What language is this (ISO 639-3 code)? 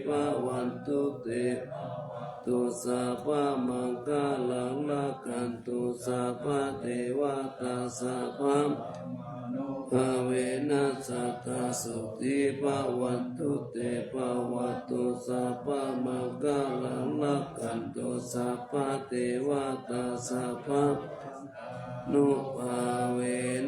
pli